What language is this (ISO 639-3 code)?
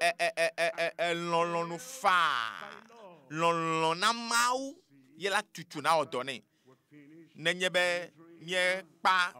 ewe